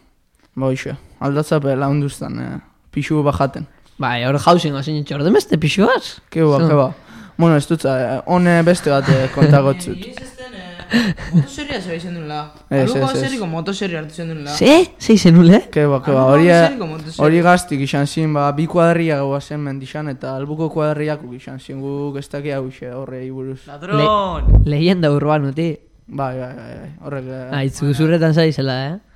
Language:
Basque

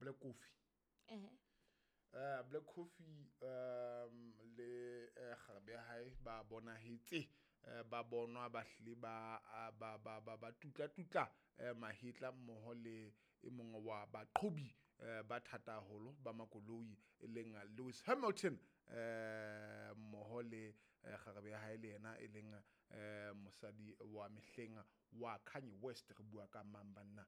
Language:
Southern Sotho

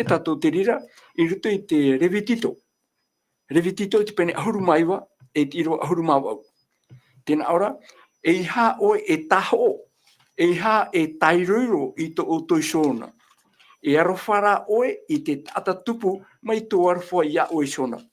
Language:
Tahitian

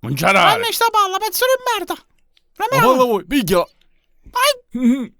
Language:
Sicilian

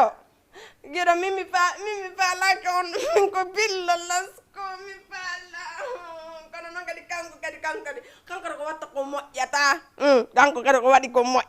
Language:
Fula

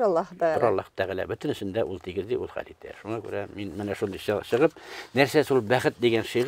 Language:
Tatar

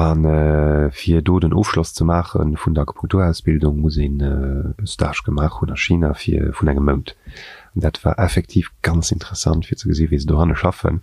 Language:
Luxembourgish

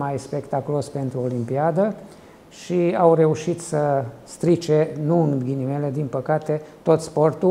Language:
Romanian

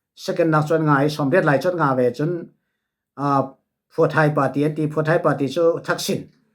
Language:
Falam Chin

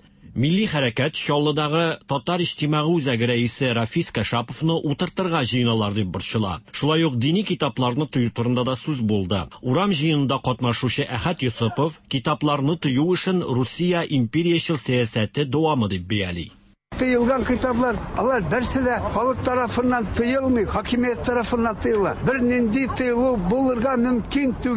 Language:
Tatar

